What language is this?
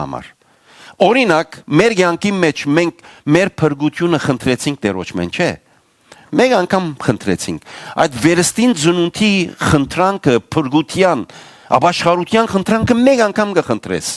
Western Armenian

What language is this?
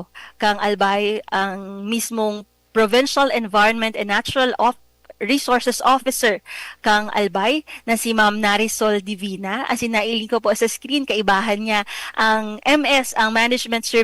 Bikol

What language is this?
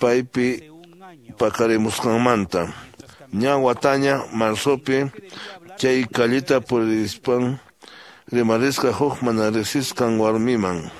Quechua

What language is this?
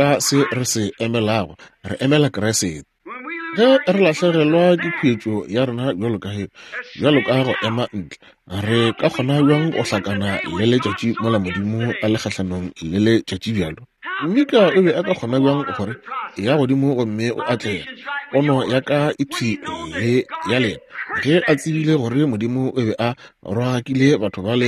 Northern Sotho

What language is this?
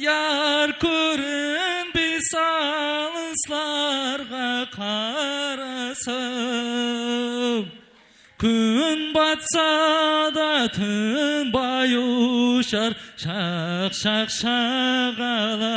Kara-Kalpak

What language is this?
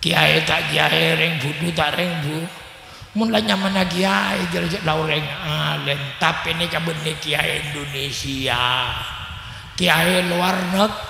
Madurese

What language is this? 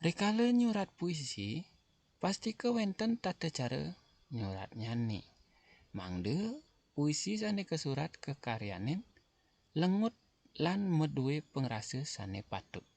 Balinese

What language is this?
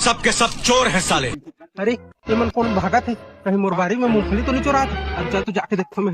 Chhattisgarhi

